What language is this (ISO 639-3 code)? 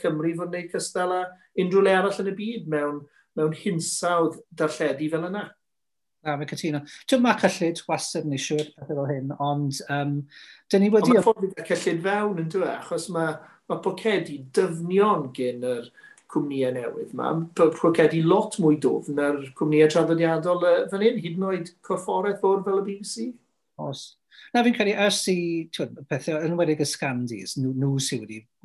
cym